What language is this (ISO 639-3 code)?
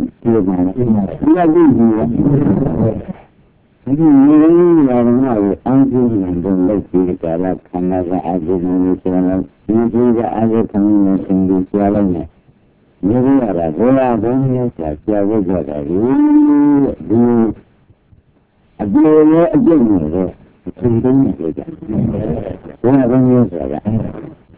mya